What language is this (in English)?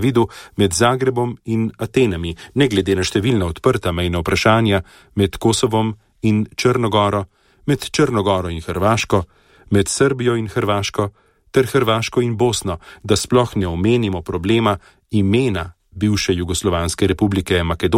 Slovenian